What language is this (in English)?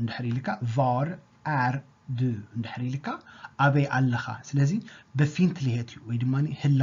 Tigrinya